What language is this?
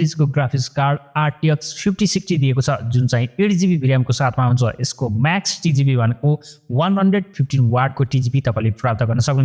Nepali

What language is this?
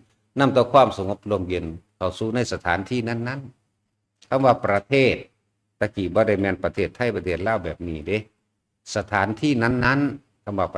Northeastern Thai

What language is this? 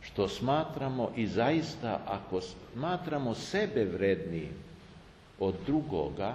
Serbian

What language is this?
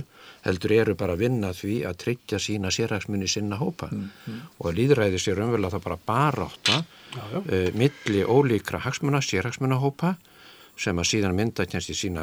Icelandic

